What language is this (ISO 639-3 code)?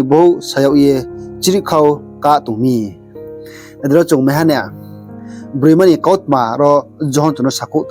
ria